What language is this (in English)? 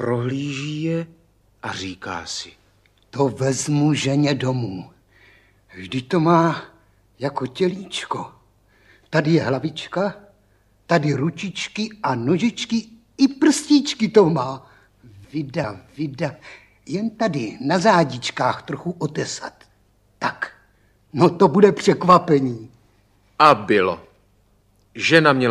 Czech